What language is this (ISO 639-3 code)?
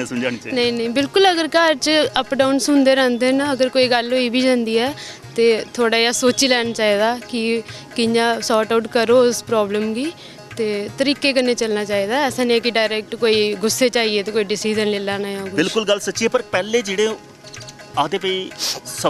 doi